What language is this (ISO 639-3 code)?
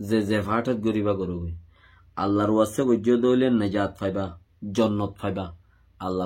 rhg